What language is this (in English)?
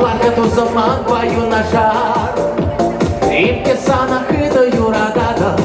Chuvash